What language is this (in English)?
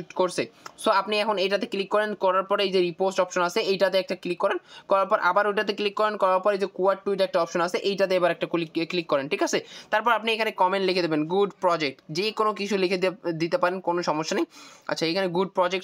Bangla